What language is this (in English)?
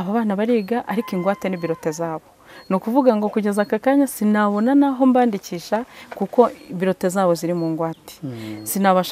Kinyarwanda